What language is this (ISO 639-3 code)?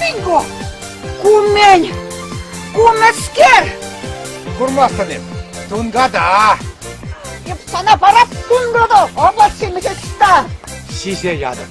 chv